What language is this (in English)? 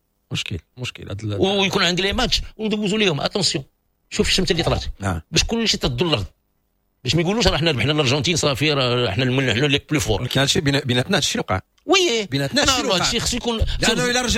Moroccan Arabic